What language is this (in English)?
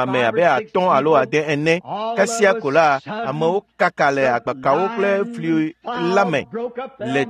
Ewe